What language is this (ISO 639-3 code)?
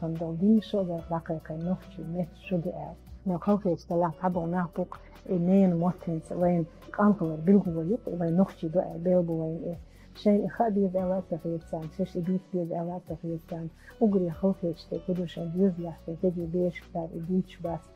che